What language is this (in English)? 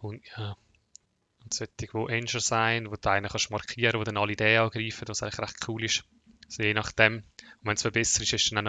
Swiss German